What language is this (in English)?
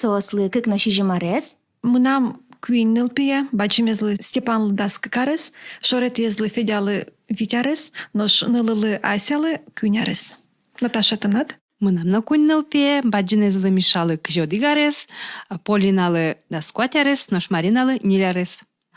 Udmurt